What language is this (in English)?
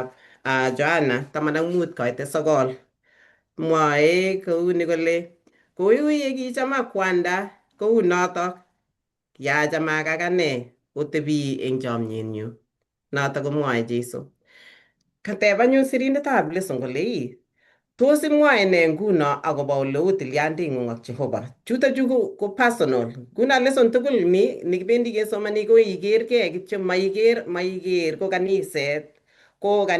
Kalenjin